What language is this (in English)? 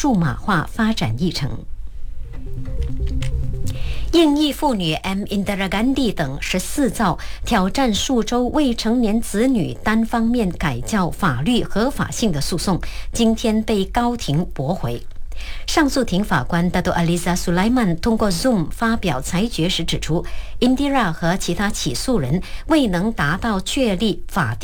Chinese